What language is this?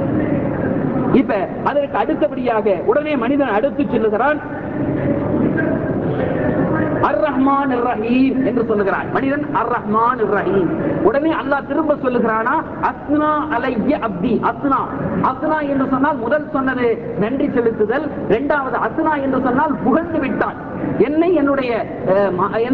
Tamil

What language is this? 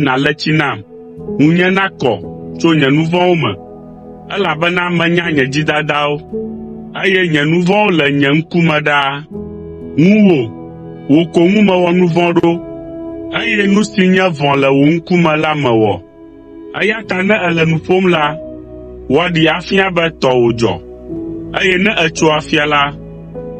Ewe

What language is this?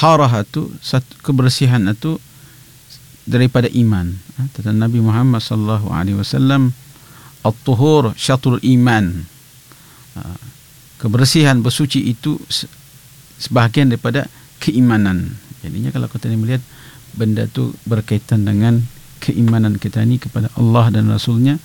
Malay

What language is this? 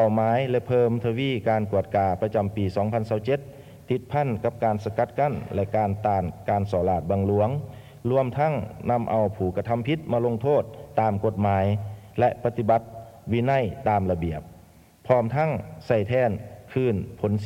Lao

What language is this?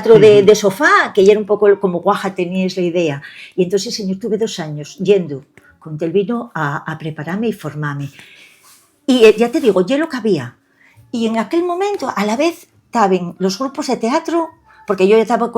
Asturian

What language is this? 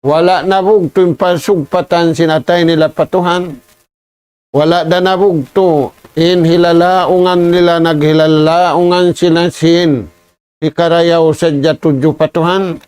Tausug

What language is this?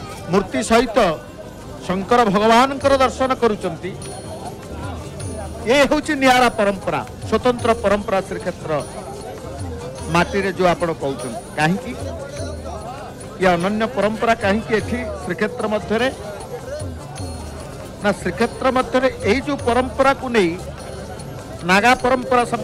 Odia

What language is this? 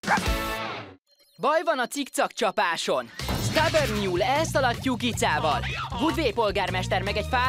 Hungarian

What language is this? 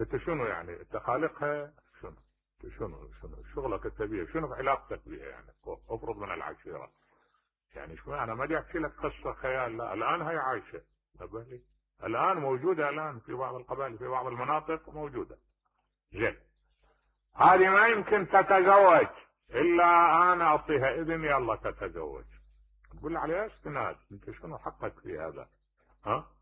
Mesopotamian Arabic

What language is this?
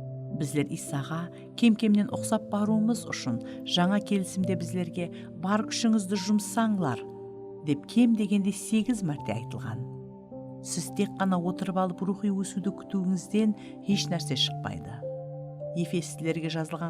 Kara-Kalpak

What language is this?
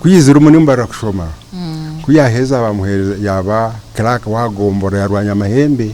Nyankole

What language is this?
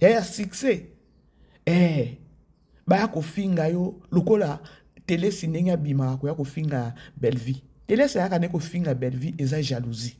Lingala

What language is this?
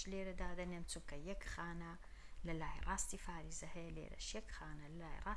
Central Kurdish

